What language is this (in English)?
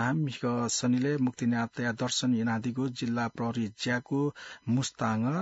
Newari